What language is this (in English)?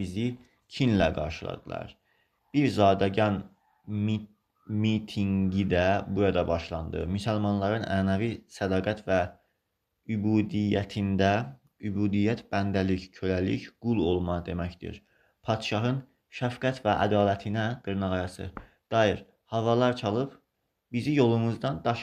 Azerbaijani